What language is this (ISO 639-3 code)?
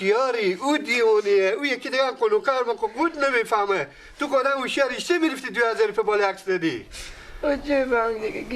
fas